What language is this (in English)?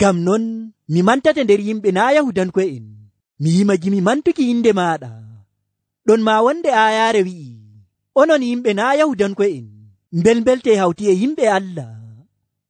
Nigerian Fulfulde